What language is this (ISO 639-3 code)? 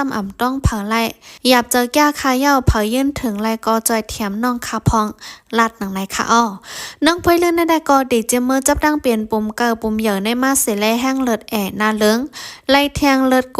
shn